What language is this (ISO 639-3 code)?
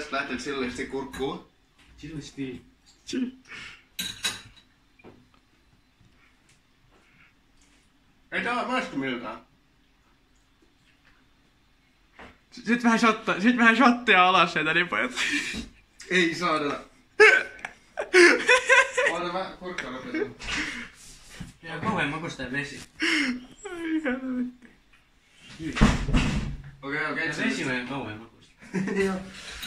fin